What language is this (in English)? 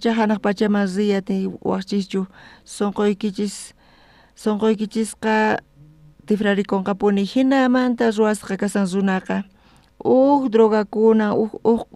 South Bolivian Quechua